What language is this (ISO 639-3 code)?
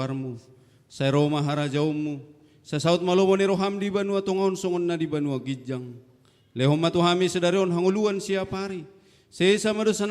bbc